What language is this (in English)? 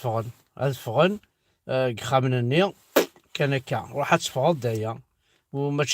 Kabyle